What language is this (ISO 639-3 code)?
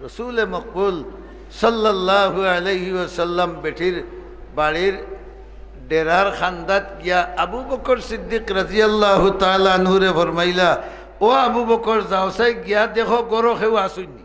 syl